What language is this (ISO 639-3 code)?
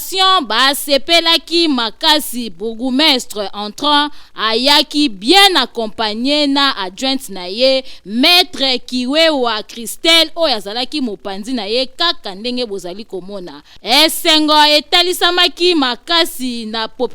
lin